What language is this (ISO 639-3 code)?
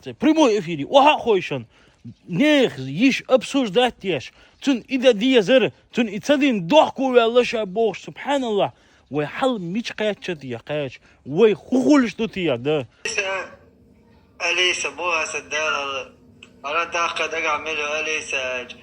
che